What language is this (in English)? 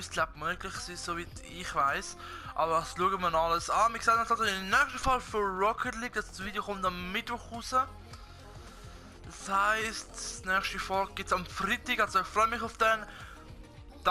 Swiss German